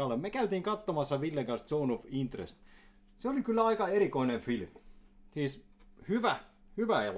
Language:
Finnish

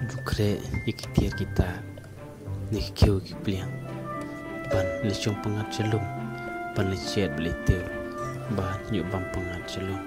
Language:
Khasi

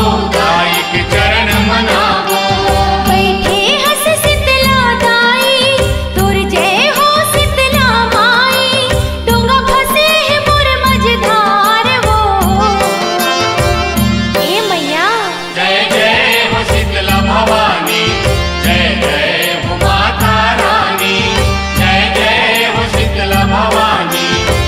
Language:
Chhattisgarhi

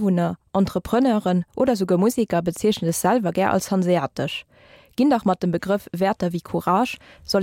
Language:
Luxembourgish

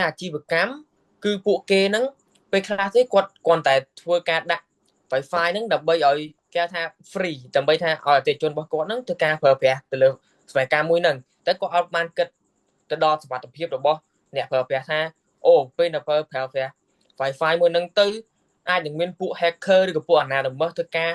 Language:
Khmer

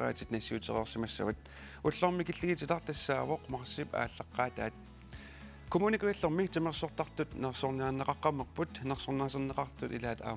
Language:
Kalaallisut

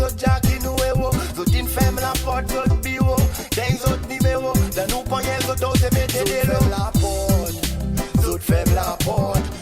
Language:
Seselwa Creole French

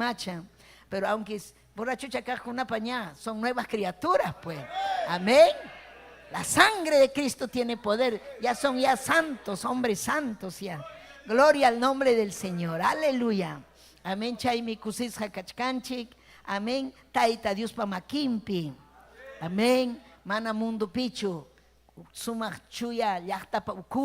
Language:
Ayacucho Quechua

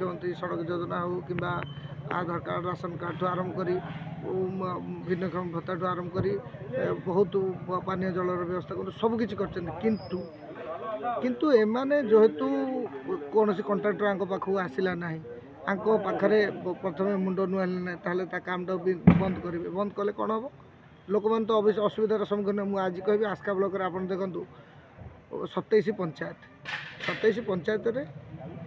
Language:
Odia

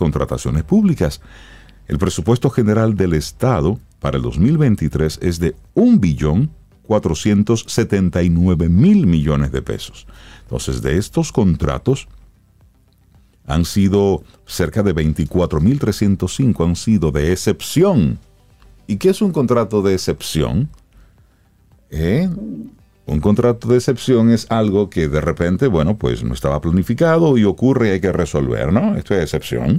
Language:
Spanish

